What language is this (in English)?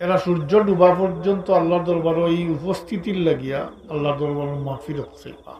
Sylheti